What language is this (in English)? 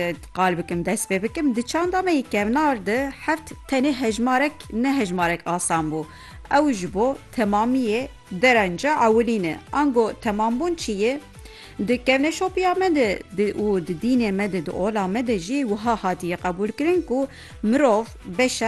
Kurdish